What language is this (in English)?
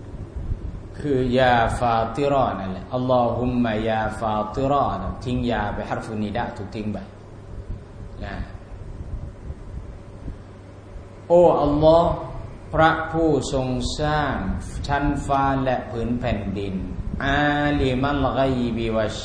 Thai